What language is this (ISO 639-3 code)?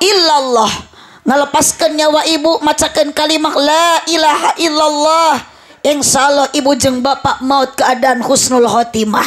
sun